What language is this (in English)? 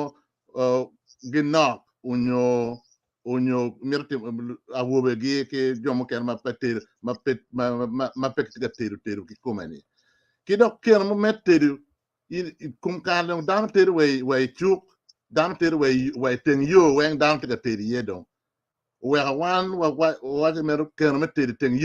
Acoli